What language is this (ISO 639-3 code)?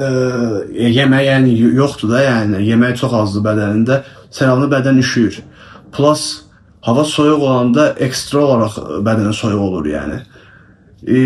aze